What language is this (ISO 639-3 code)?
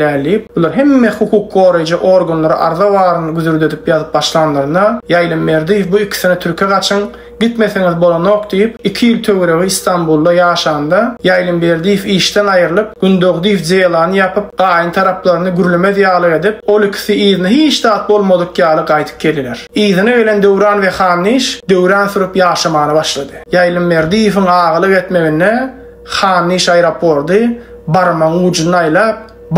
tuk